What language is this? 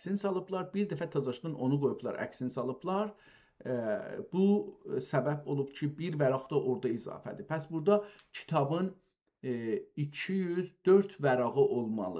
South Azerbaijani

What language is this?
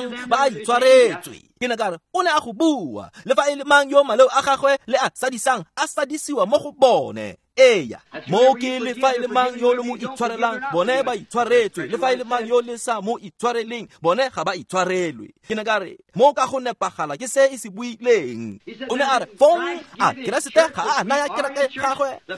Tswana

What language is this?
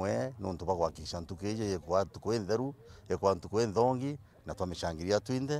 Meru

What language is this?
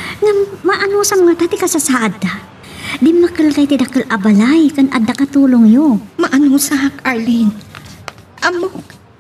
Iloko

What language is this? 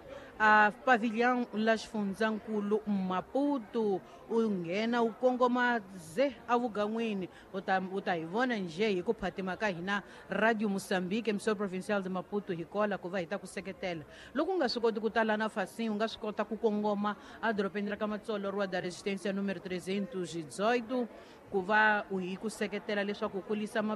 Tsonga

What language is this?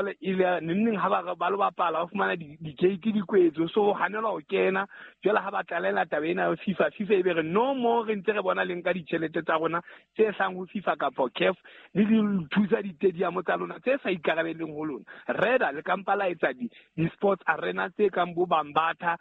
Southern Sotho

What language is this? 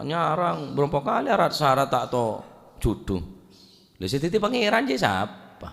Madurese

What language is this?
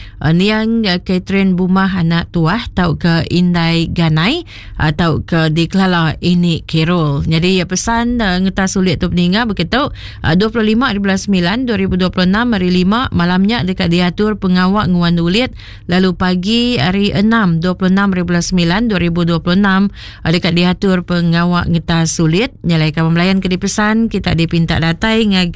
Iban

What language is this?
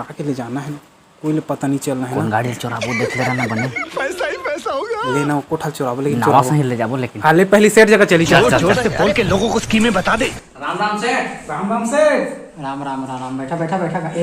Chhattisgarhi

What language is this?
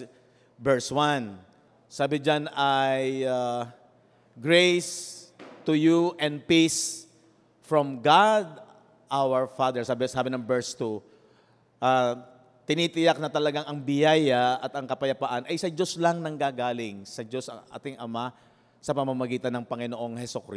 Filipino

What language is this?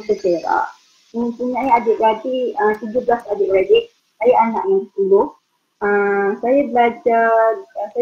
Malay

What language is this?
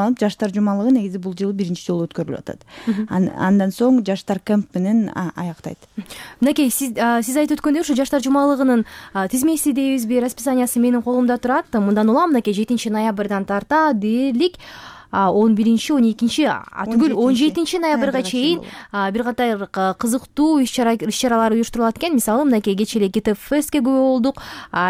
Kyrgyz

